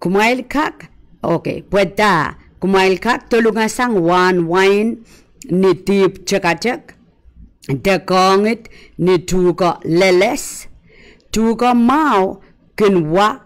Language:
Pohnpeian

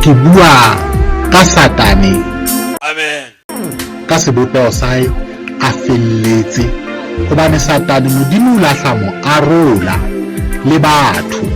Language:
Southern Sotho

